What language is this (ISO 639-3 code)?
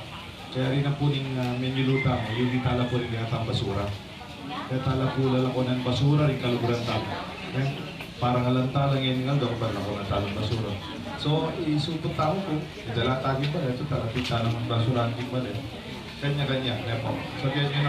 pam